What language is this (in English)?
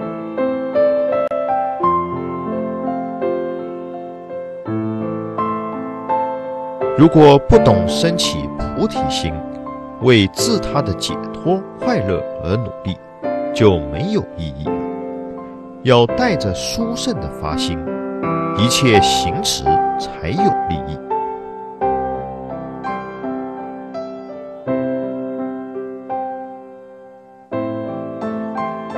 Chinese